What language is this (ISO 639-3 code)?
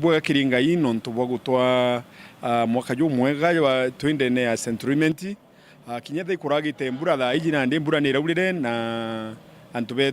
mer